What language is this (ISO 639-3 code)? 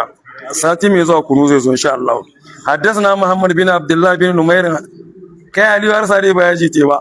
hau